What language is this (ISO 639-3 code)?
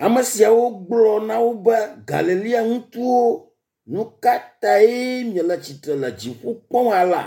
ewe